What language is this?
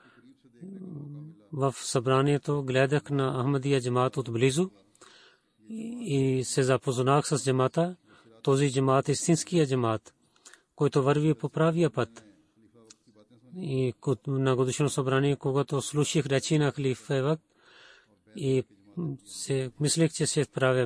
Bulgarian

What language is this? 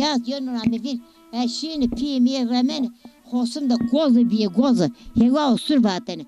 Zaza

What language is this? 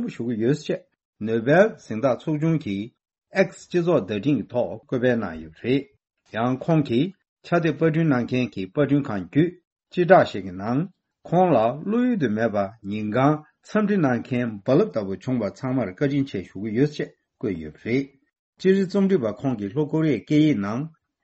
Tibetan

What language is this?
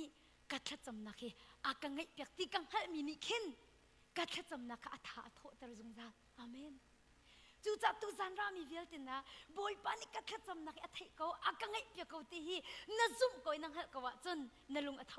Hakha Chin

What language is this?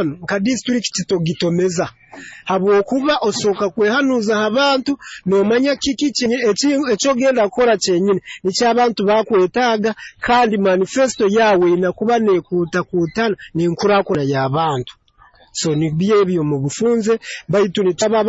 Nyoro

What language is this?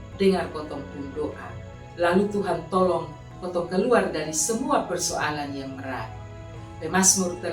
Kupang Malay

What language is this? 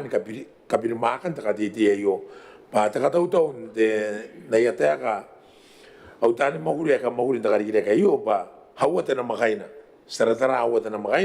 Gilbertese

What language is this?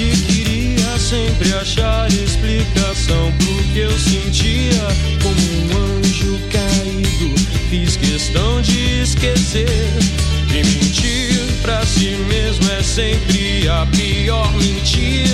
Portuguese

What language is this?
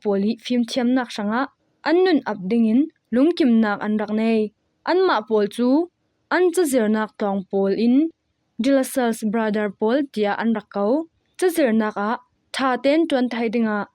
Falam Chin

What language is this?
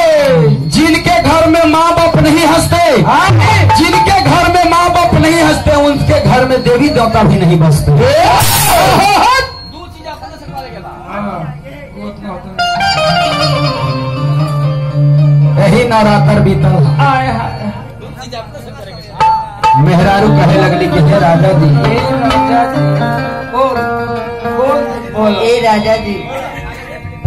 Bhojpuri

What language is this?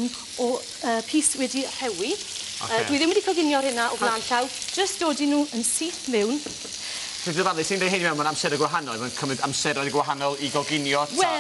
Welsh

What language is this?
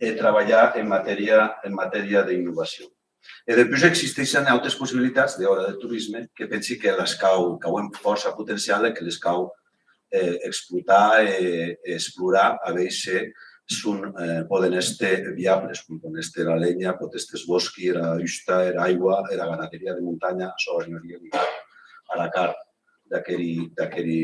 Occitan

